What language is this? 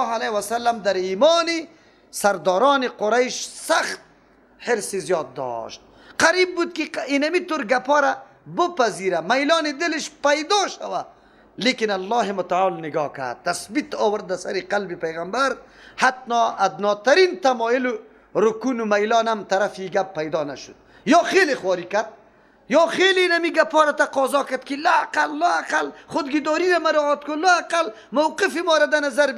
Persian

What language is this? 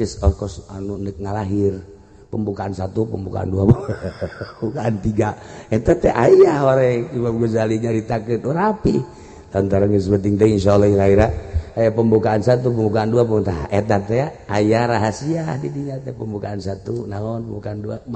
Sundanese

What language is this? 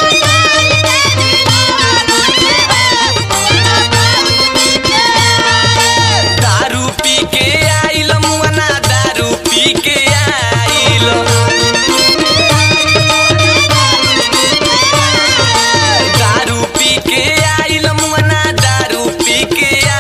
Bhojpuri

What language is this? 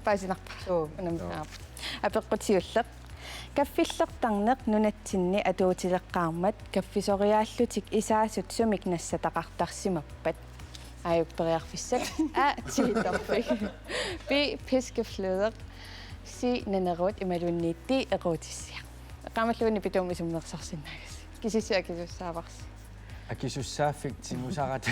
Kalaallisut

